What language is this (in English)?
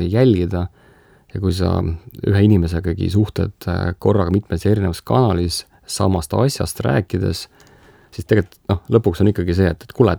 Estonian